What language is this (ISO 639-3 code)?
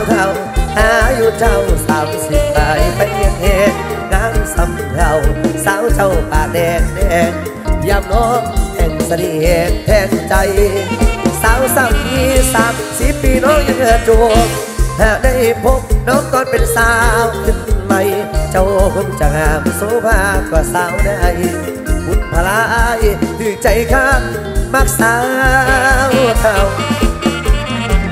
tha